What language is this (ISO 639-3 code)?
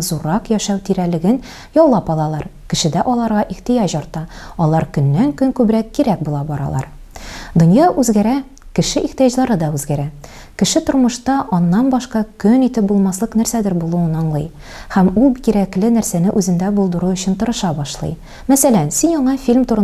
tat